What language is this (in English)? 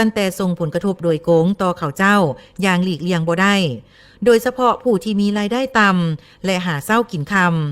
Lao